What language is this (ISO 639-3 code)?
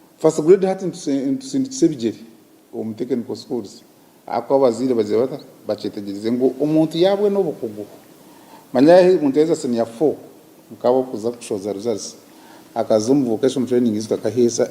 nyn